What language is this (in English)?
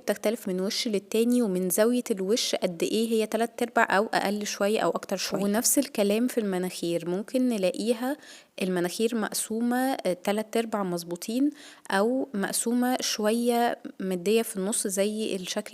Egyptian Arabic